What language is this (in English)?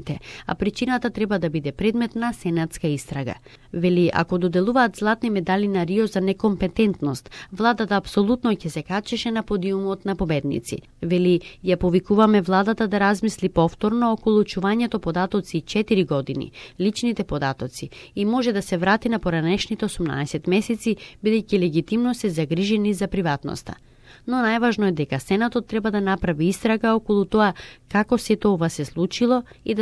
Macedonian